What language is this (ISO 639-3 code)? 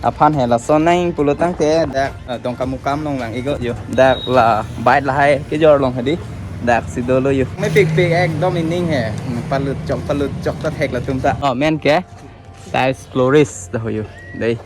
mjw